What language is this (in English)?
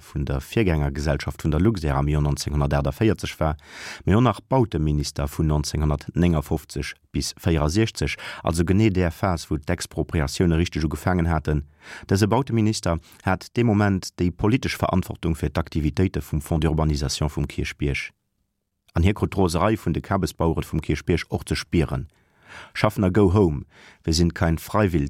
Luxembourgish